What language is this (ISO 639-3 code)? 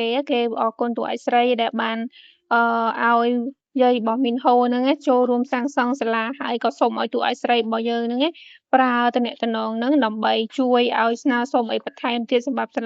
khm